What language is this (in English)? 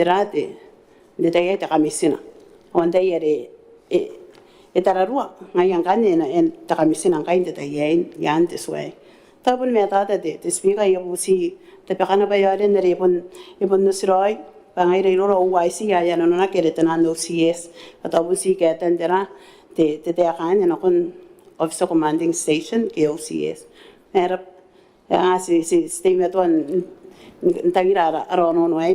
Gilbertese